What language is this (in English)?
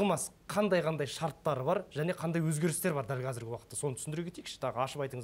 Kazakh